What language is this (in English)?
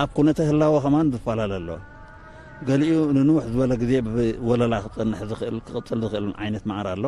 Tigrinya